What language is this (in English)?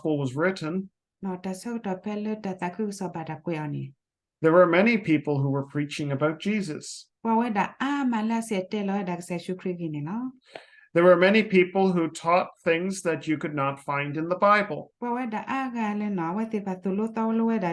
S'gaw Karen